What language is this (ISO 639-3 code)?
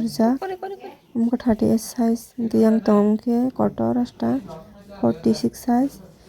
trp